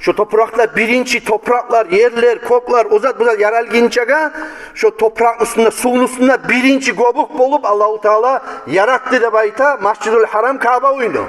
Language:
Kumyk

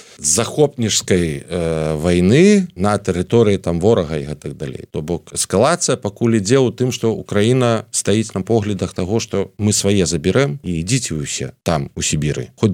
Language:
Belarusian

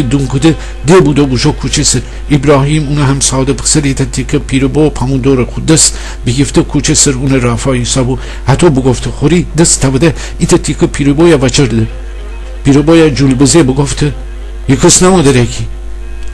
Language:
Gilaki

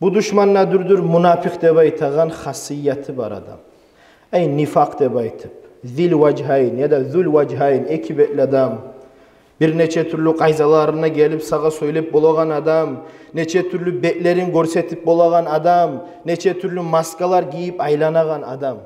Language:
Kumyk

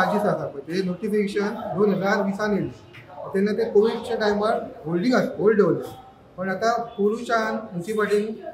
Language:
Konkani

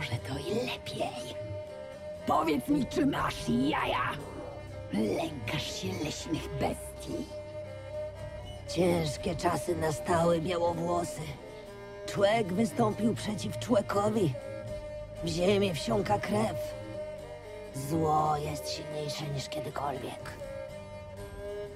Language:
Polish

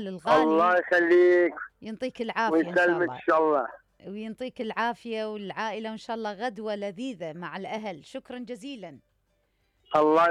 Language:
Mesopotamian Arabic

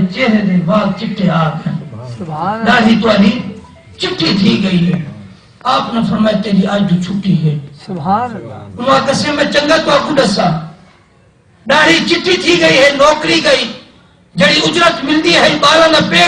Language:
Saraiki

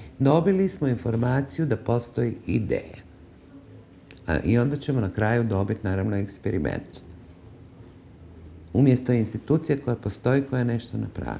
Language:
Croatian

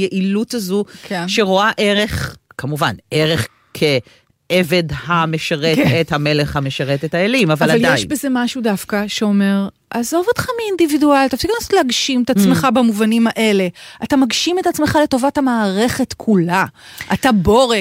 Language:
Hebrew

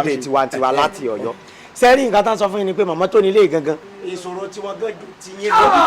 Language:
Yoruba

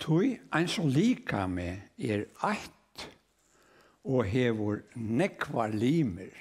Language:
Faroese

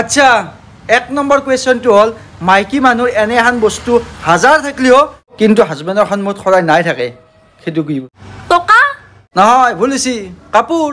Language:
Assamese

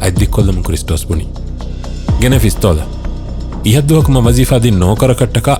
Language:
Divehi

